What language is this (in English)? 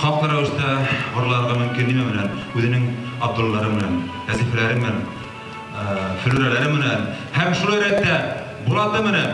Bashkir